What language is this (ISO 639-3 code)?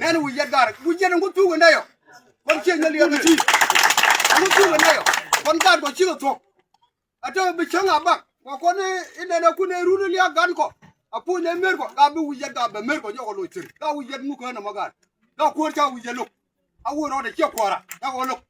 nus